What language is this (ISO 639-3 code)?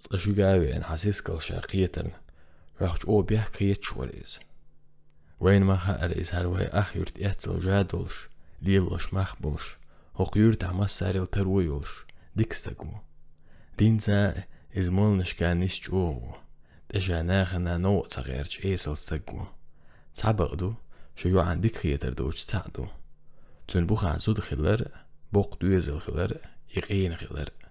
che